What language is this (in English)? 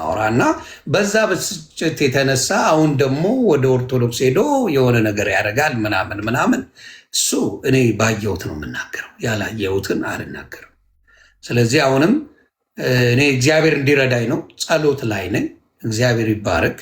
Amharic